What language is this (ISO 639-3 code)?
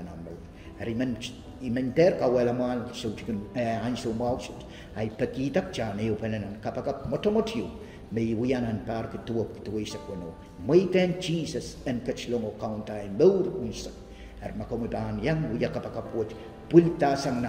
pon